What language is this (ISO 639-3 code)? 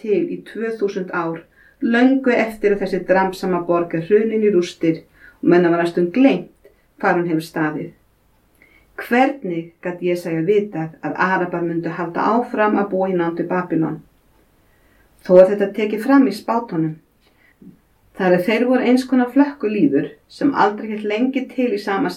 isl